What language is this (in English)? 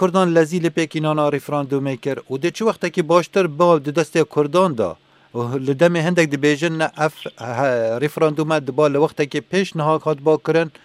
Kurdish